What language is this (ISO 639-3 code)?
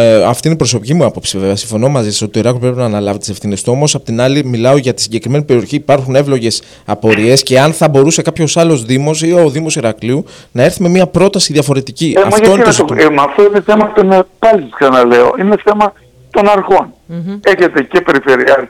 ell